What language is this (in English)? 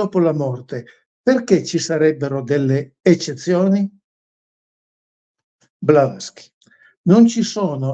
Italian